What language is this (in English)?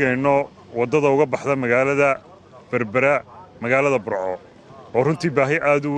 Somali